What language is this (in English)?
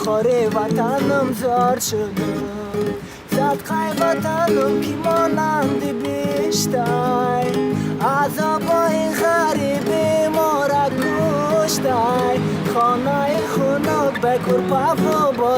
Tajik